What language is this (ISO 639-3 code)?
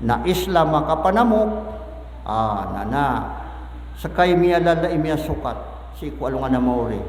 mrw